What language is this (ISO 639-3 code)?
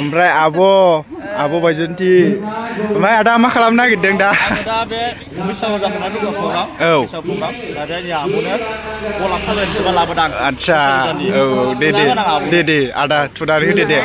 brx